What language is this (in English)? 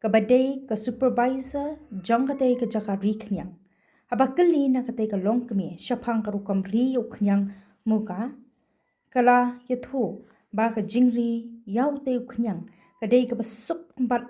Khasi